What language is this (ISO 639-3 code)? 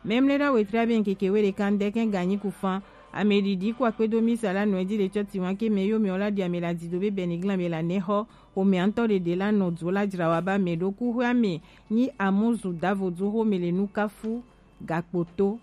gej